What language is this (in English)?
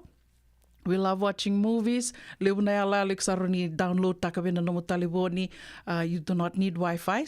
Fijian